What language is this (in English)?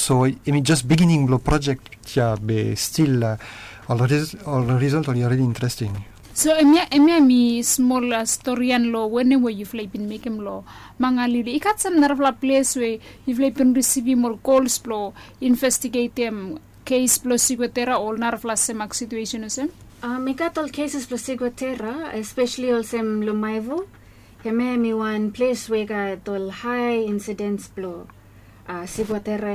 Bislama